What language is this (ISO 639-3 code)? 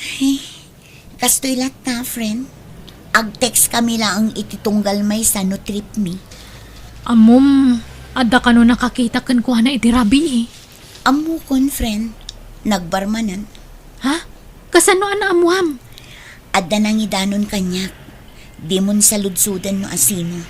ilo